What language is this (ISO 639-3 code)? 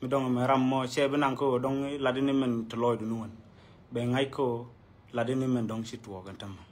nus